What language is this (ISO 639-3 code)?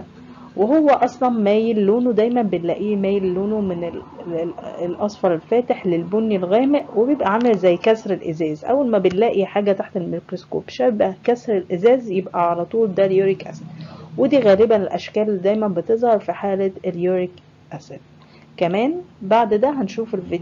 arz